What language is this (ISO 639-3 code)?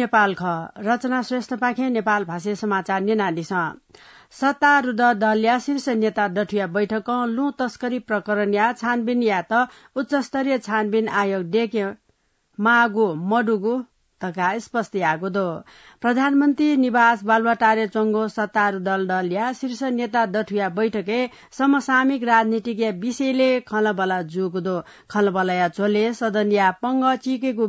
new